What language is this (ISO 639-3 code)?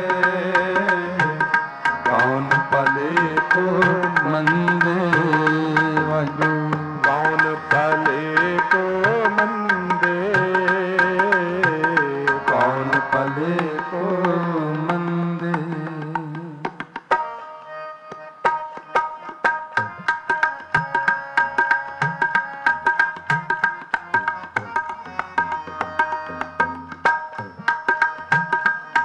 pan